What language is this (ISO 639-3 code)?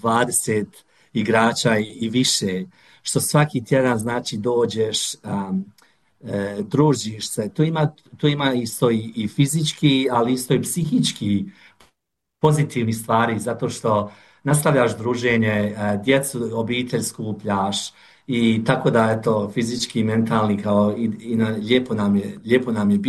hrv